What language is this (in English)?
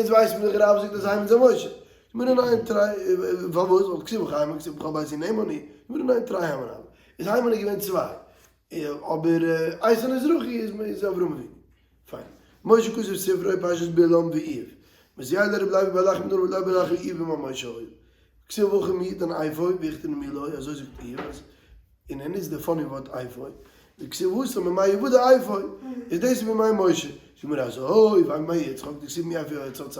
Yiddish